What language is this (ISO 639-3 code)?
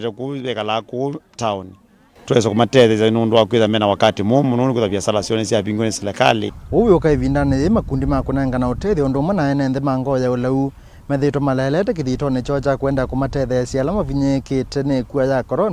kam